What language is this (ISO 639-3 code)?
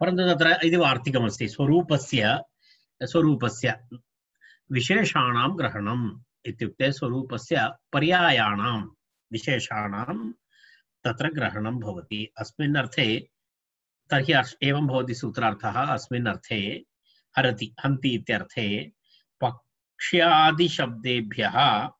san